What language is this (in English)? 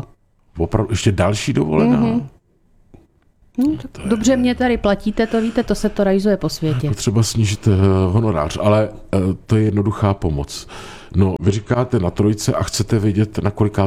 Czech